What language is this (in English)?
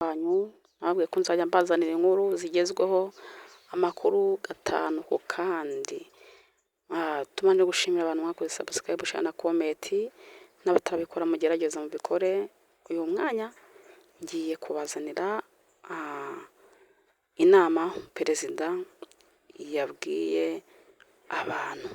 Kinyarwanda